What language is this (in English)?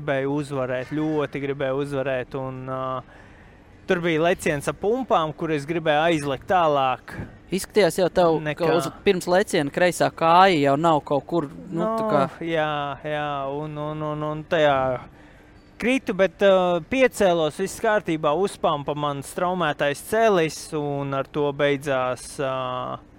Latvian